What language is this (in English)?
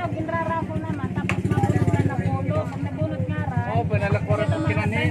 Waray